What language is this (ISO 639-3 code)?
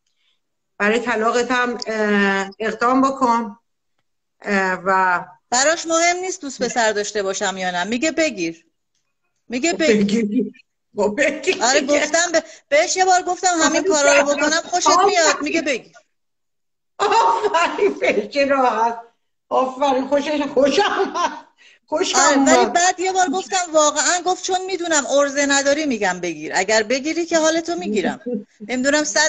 fas